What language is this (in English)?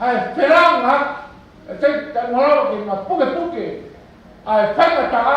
Tongan